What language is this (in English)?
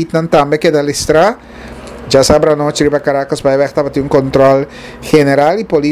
Papiamento